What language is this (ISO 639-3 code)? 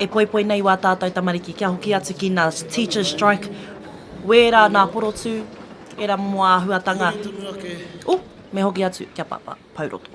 mri